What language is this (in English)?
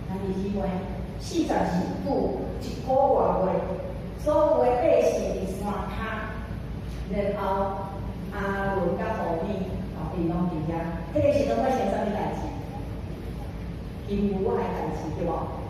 Min Nan Chinese